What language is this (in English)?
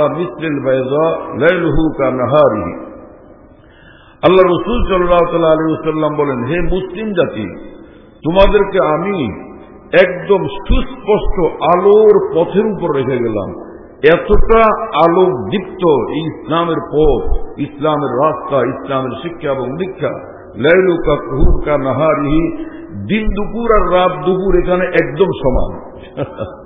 Bangla